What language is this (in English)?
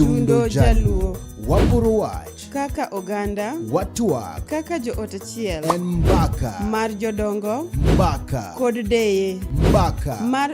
Luo (Kenya and Tanzania)